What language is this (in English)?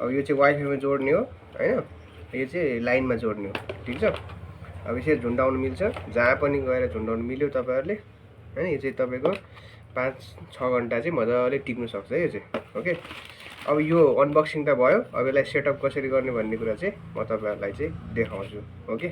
Nepali